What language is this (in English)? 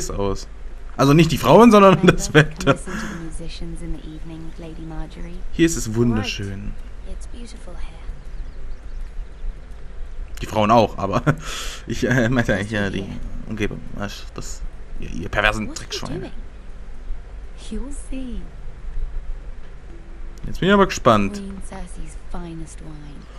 German